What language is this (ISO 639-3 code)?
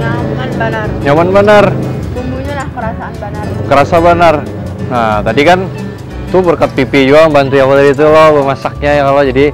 bjn